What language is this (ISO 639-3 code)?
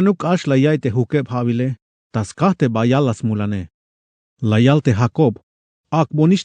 tzh